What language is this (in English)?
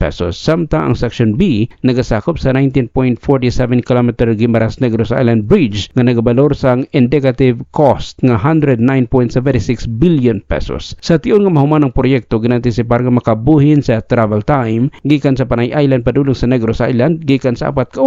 Hiligaynon